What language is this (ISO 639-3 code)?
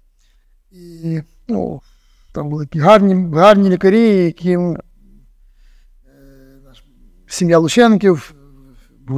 ukr